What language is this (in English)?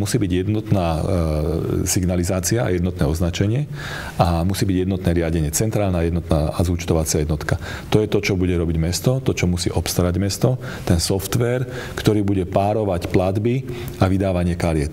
Slovak